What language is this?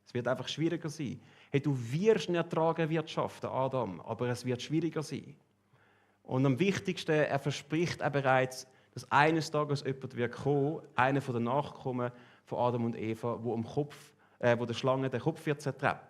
Swiss German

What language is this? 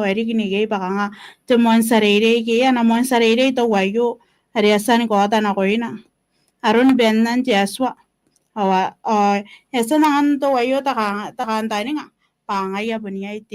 Gilbertese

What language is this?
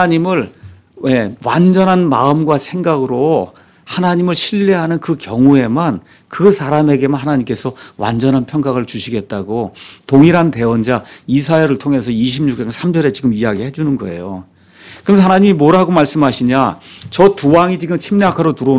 Korean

